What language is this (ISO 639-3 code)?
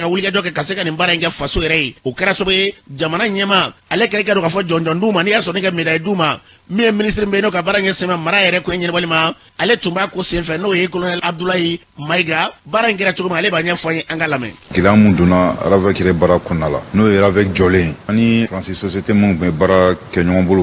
bam